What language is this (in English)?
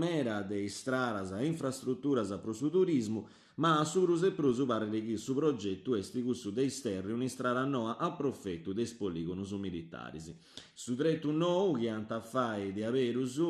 Sardinian